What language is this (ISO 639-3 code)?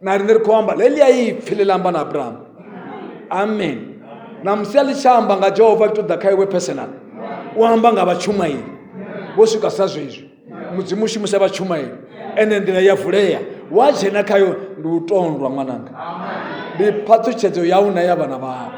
ven